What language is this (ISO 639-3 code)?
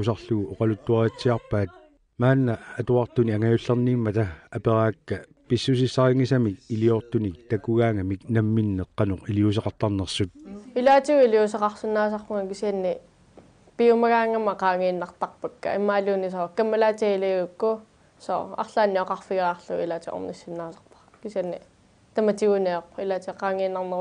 kal